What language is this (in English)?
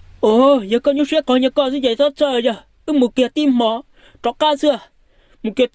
Hmong